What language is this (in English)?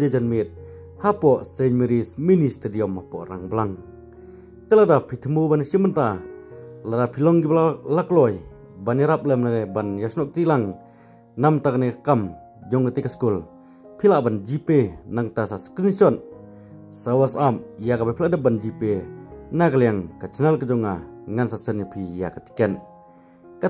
Khasi